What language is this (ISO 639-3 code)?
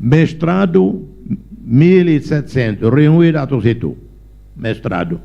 tet